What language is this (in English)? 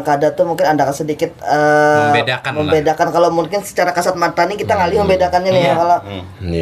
Banjar